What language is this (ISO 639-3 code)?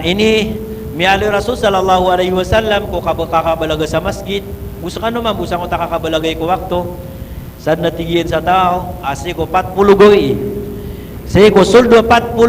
mrw